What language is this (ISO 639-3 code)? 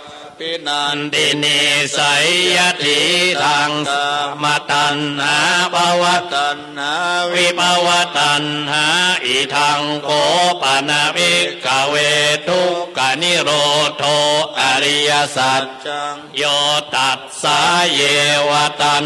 pli